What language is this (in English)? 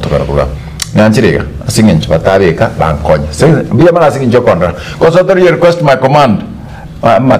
Gusii